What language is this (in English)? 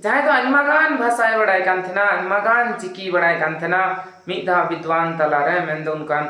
Santali